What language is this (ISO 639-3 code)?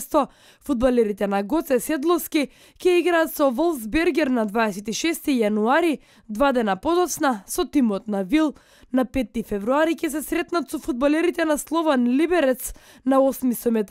mkd